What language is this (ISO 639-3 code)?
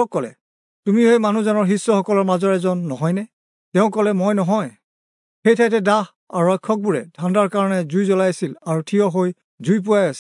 asm